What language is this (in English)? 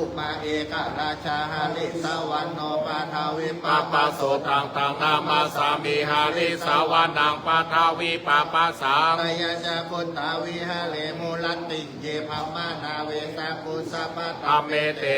Pali